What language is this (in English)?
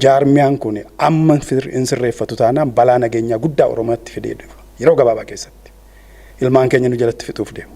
Oromo